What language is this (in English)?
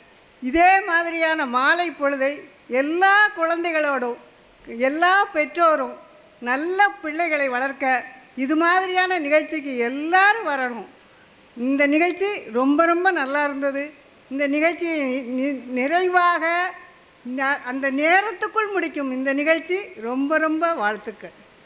Tamil